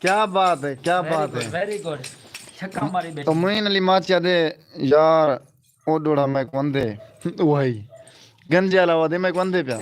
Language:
Saraiki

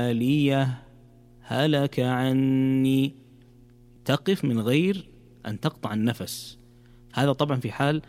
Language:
Najdi Arabic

